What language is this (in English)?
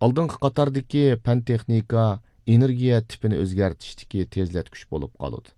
Uyghur